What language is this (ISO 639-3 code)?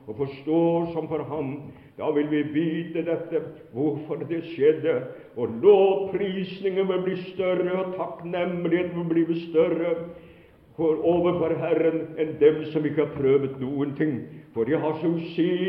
nor